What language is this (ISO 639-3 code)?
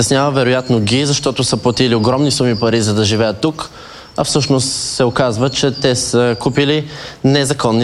bul